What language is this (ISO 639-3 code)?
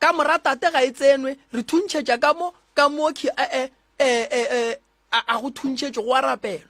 nso